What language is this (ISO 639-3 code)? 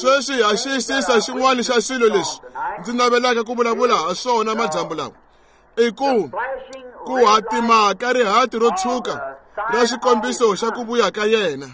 tso